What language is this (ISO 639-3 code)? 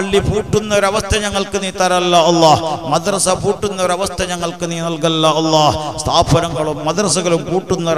mal